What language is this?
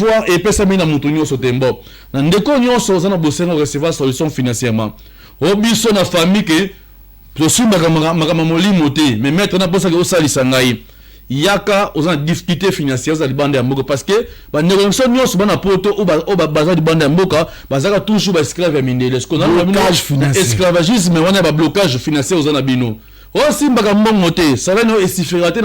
Lingala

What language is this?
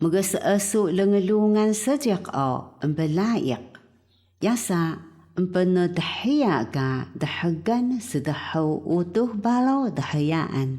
Taroko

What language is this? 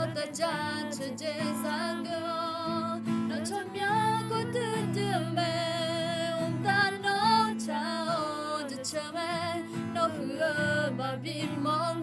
Akha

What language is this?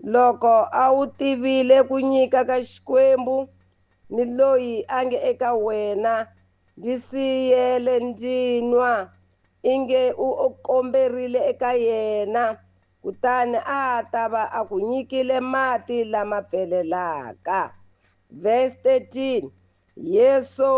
Tsonga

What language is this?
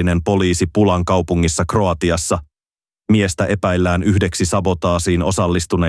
Finnish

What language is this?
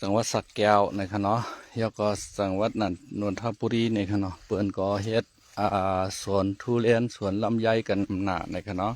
Shan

